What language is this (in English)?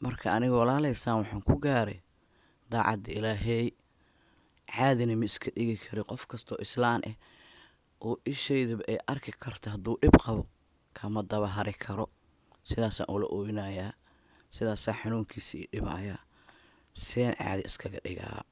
Somali